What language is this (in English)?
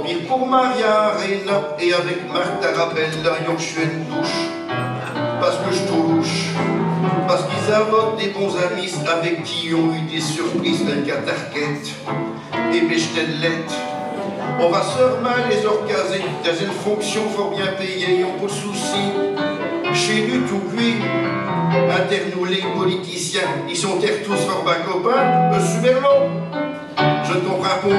Picard